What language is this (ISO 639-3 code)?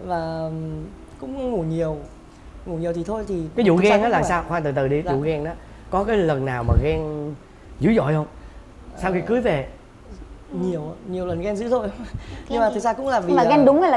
vie